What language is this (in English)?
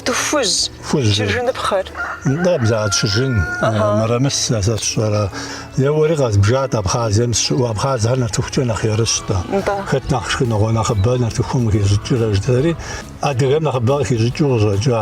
Kabardian